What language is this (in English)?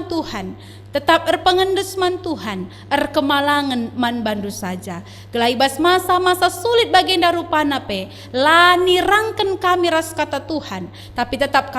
Batak Karo